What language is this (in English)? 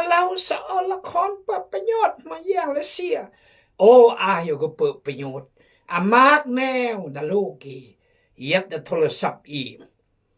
Khmu